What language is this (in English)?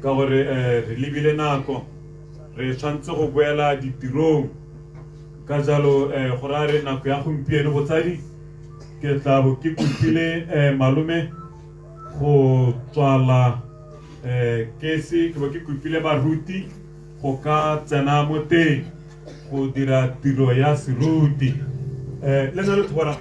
Tswana